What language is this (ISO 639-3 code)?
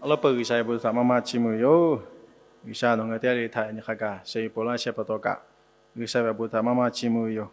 lhu